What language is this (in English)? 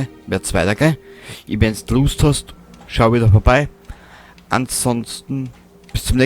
Bavarian